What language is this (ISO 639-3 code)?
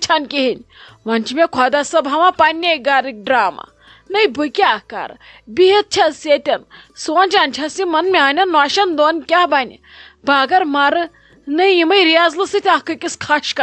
kas